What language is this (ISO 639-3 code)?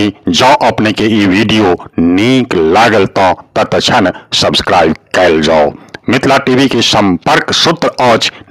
mai